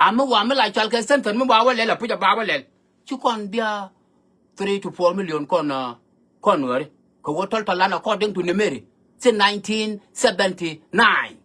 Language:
Nuer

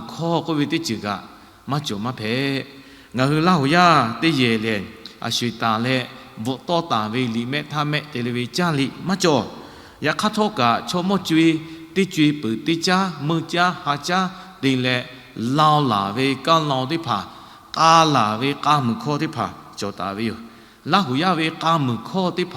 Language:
Lahu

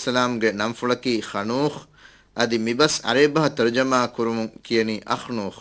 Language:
Divehi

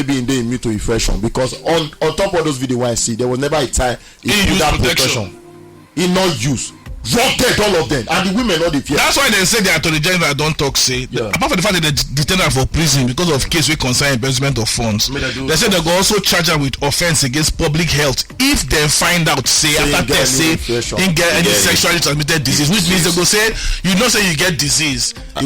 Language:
Nigerian Pidgin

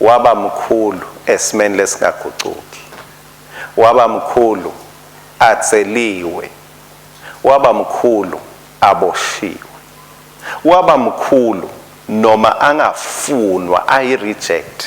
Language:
Swati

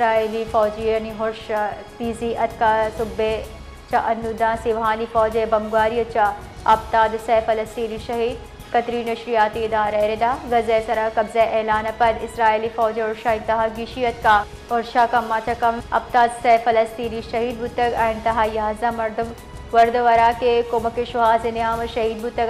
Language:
Baluchi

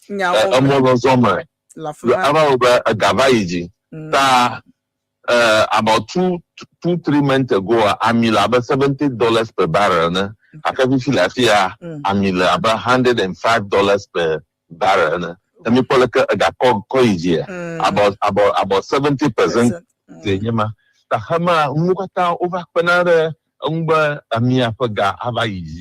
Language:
Ewe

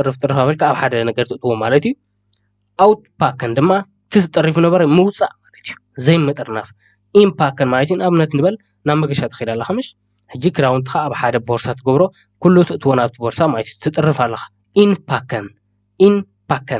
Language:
Tigrinya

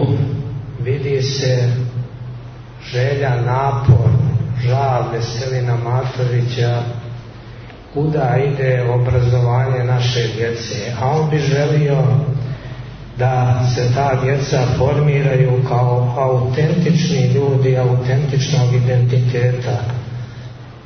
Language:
Serbian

